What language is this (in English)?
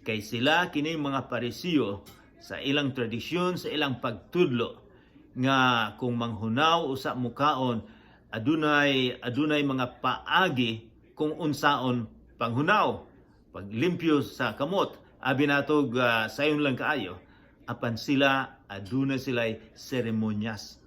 Cebuano